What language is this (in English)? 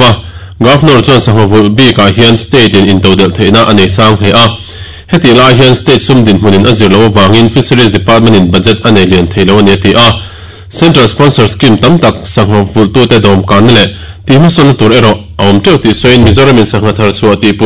Mizo